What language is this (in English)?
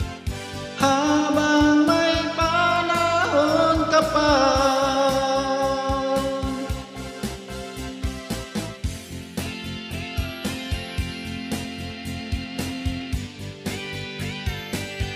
Filipino